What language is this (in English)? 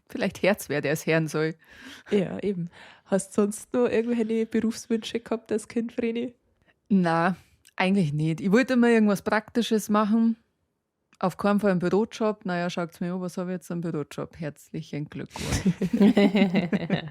Bavarian